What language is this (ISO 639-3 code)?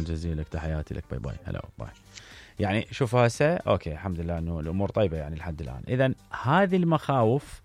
acm